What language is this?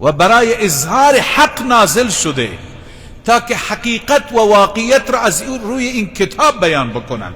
Persian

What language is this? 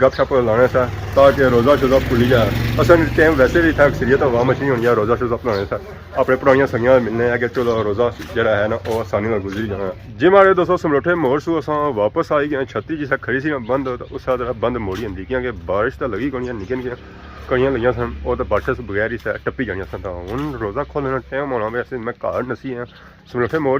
Pahari-Potwari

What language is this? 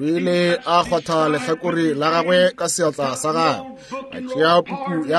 Northern Sotho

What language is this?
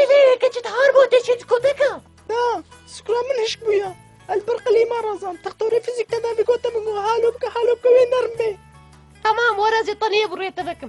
Kurdish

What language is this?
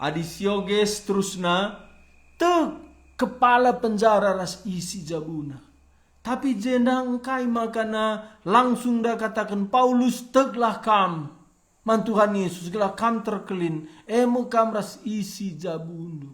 Batak Karo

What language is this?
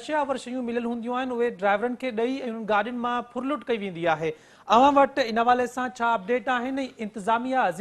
Sindhi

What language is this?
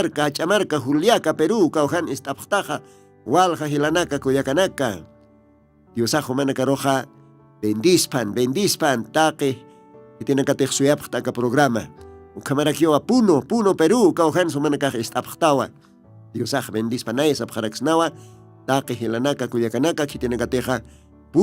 Aymara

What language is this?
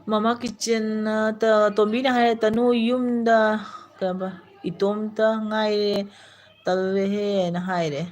Manipuri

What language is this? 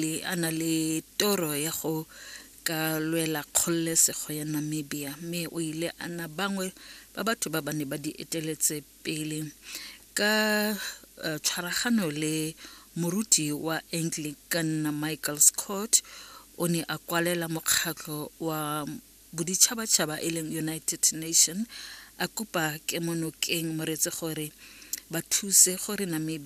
Tswana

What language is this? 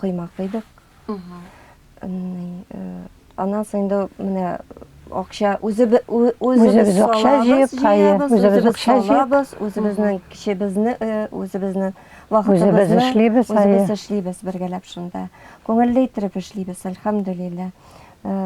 Tatar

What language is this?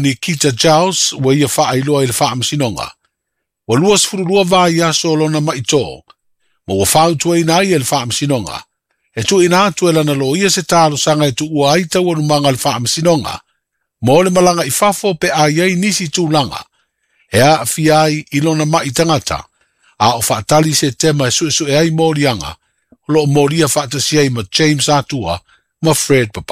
Samoan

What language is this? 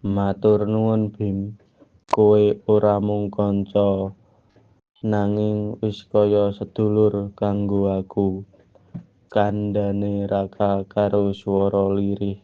Javanese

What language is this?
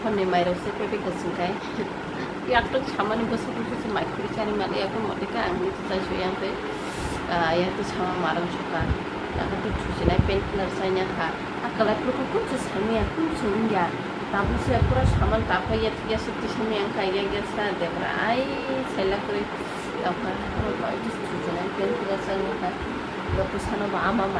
Kok Borok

